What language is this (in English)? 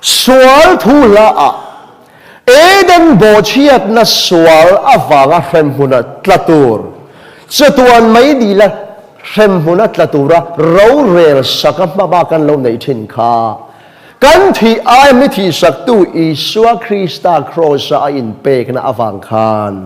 Mizo